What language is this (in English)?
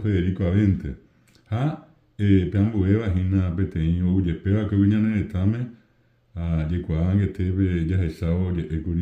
Guarani